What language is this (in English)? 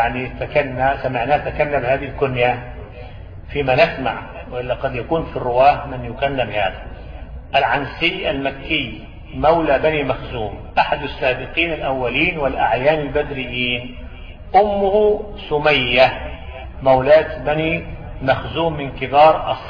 Arabic